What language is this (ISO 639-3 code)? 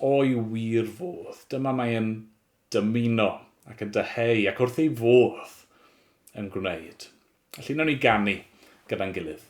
cym